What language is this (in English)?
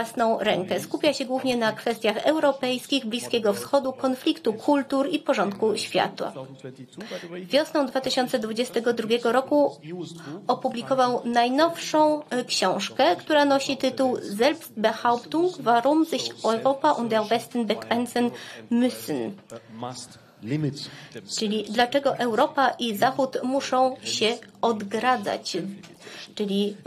Polish